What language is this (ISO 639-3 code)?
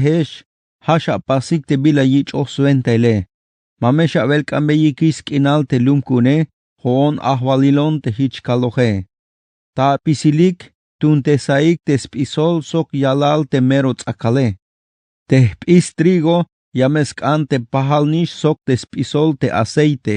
tzh